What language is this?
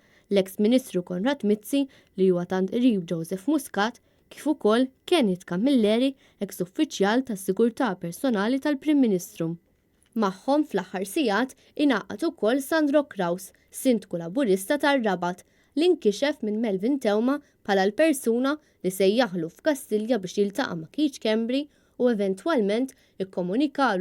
Maltese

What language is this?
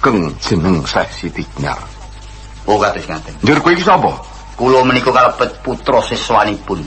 Javanese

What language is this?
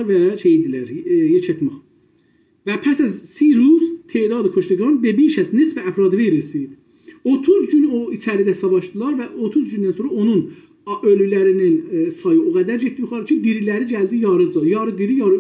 South Azerbaijani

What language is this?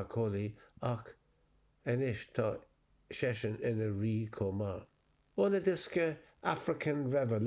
Irish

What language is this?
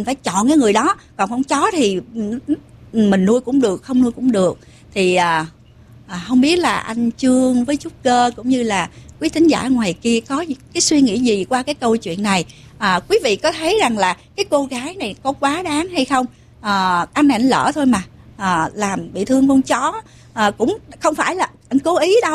Vietnamese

